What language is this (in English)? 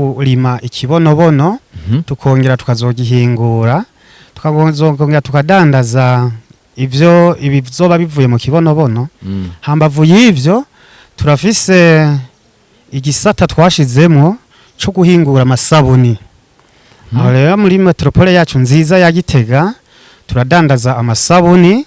Rundi